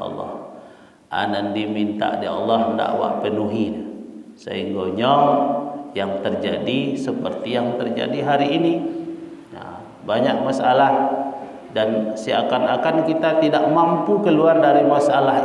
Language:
Minangkabau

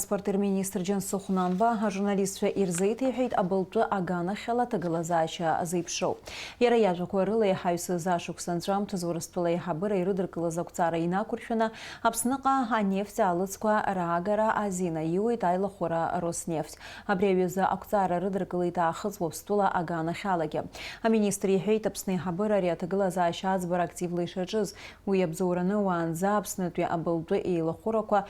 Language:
Abkhazian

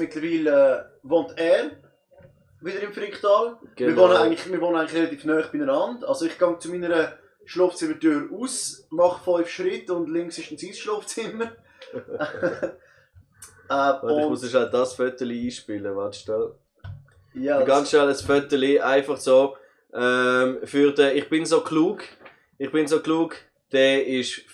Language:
Swiss German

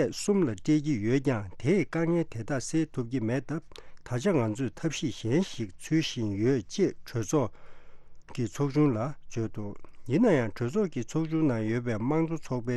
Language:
Tibetan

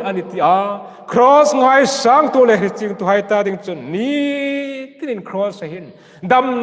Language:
Hmar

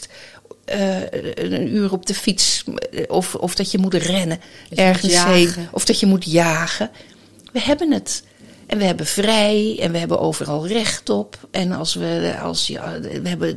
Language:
Dutch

